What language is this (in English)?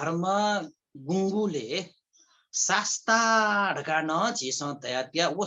Newari